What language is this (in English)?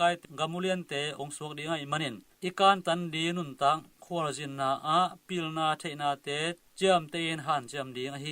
Tedim Chin